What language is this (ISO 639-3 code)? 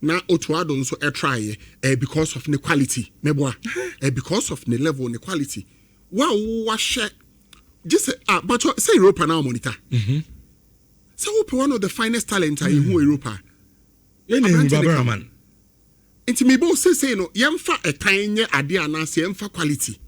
aka